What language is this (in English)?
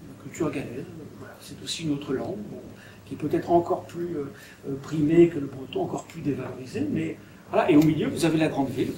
French